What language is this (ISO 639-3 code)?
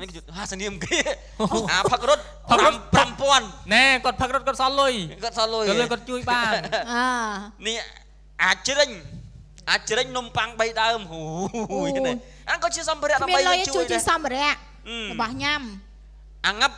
khm